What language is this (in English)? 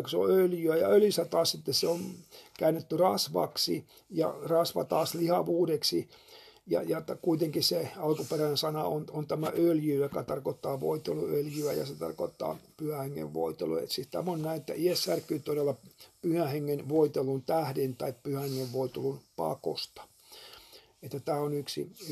Finnish